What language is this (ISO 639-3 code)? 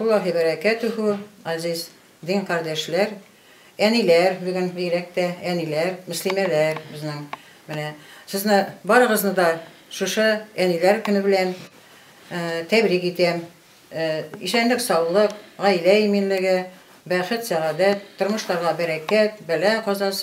tat